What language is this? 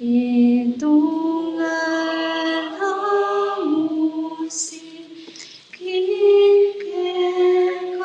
Pampanga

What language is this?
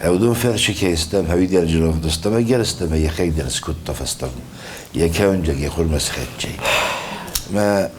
Ossetic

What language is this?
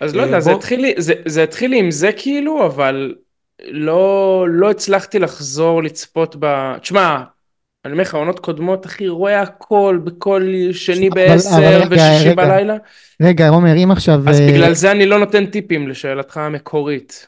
Hebrew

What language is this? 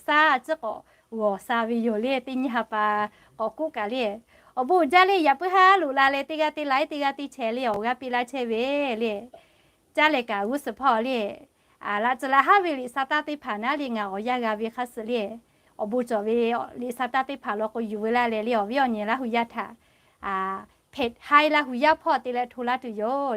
Lahu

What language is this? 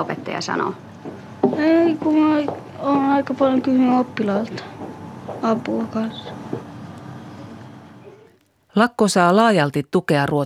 Finnish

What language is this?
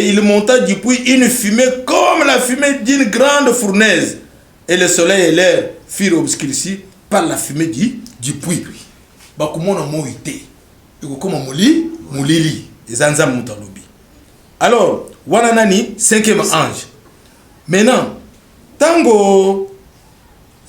Lingala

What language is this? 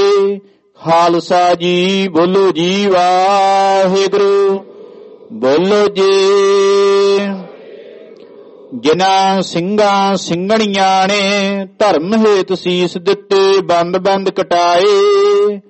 Punjabi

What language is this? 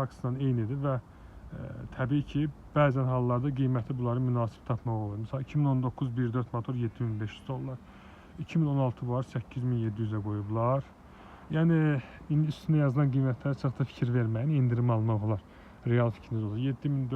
Azerbaijani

